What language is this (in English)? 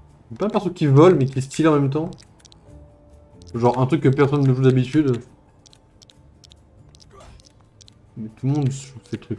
French